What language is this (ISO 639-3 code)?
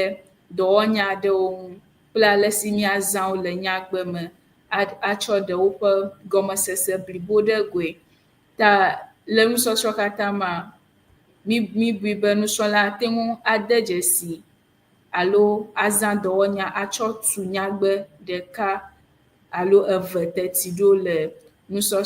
ewe